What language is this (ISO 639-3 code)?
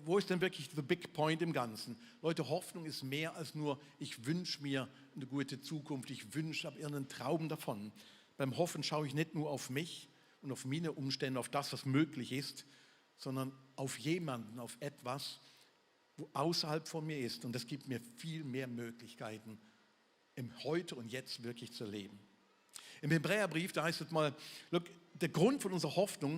gsw